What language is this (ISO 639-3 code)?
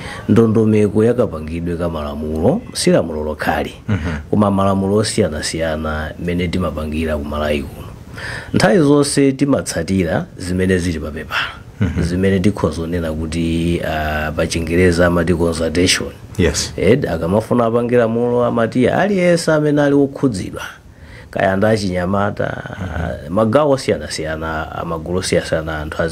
nya